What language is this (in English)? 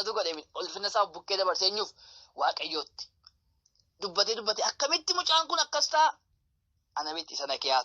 Oromo